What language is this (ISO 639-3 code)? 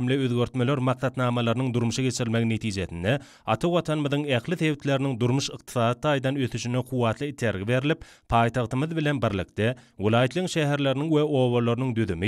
tuk